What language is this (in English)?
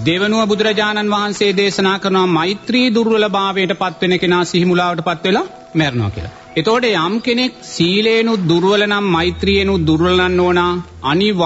Sinhala